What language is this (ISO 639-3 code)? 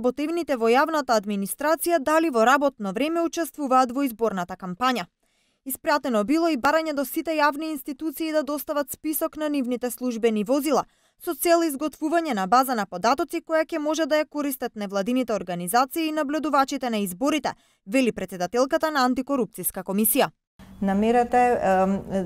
mkd